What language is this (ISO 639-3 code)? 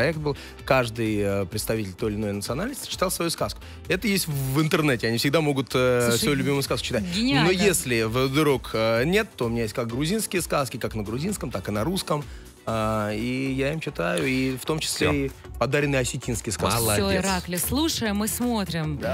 rus